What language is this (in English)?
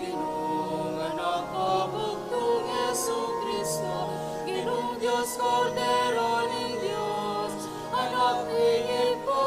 Pampanga